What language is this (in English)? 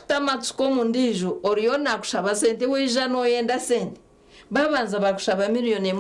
Nyankole